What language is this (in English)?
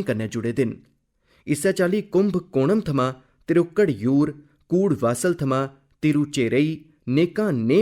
Dogri